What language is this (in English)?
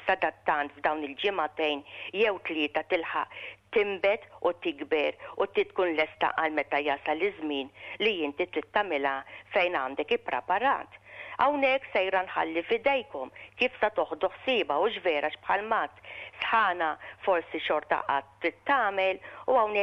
Maltese